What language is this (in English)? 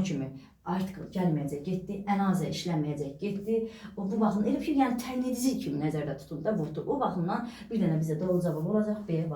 Azerbaijani